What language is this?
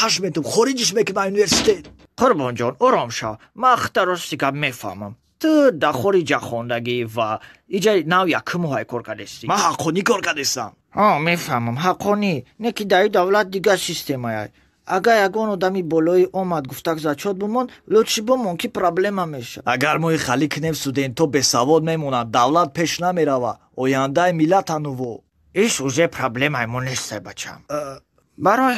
Tajik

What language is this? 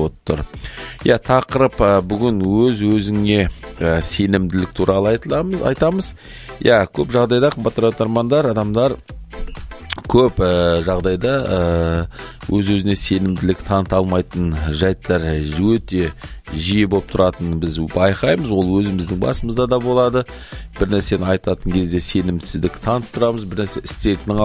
Kazakh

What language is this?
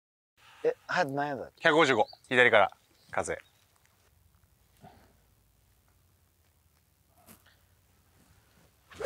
Japanese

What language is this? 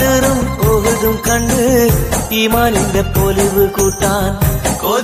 Malayalam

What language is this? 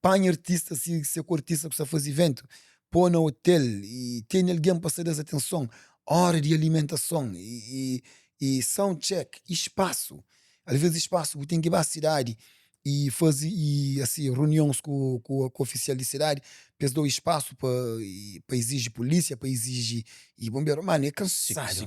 Kabuverdianu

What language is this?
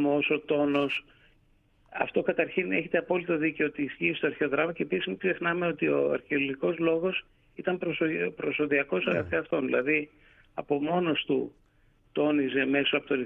Greek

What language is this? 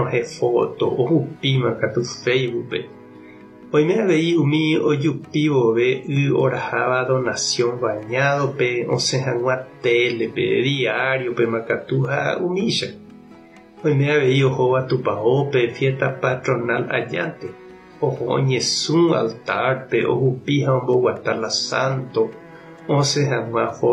Guarani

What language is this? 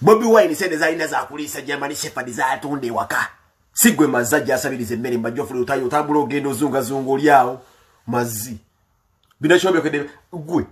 Ganda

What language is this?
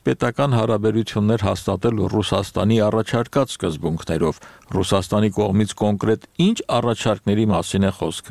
Armenian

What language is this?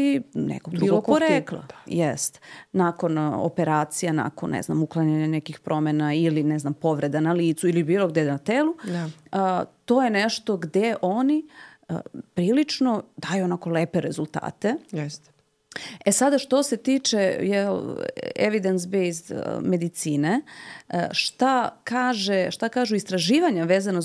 Serbian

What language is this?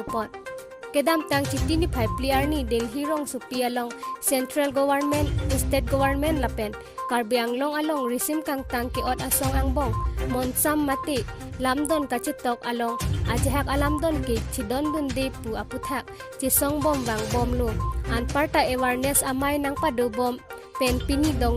Karbi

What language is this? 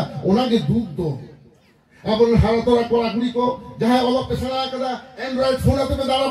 Santali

